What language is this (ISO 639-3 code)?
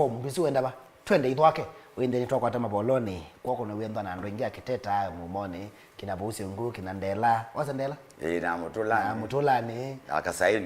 kam